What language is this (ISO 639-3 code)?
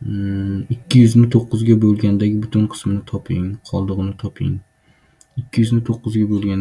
uzb